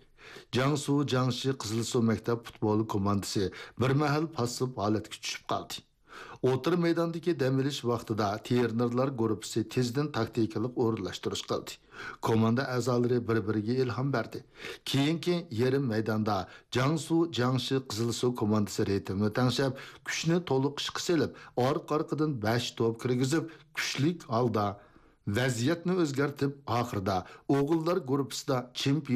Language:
Uyghur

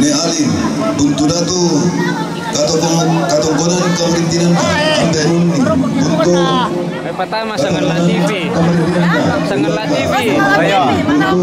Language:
Toraja-Sa'dan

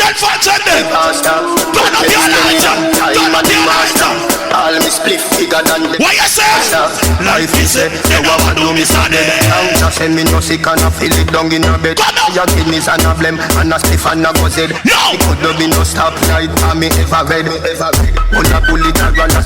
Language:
Jamaican Creole English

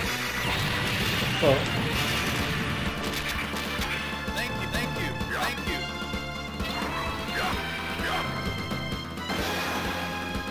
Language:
Portuguese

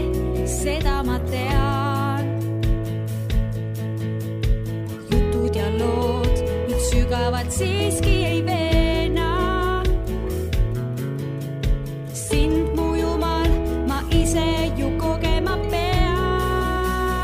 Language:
Estonian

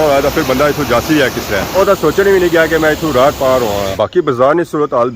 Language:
Pahari-Potwari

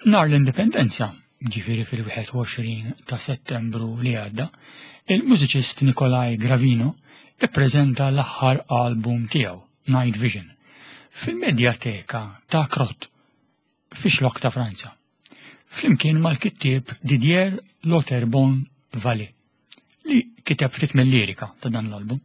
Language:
Maltese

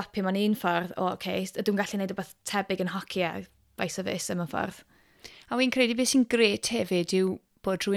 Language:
Welsh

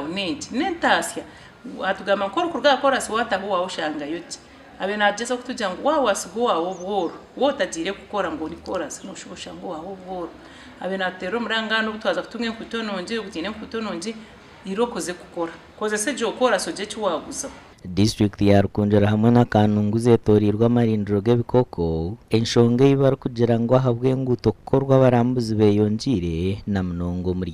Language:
Nyankole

